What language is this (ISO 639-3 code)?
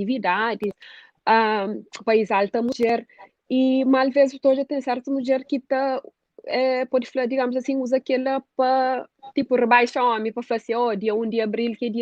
kea